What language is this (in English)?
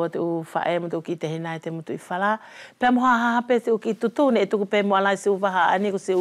Wallisian